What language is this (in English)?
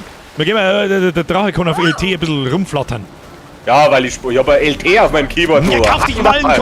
Bavarian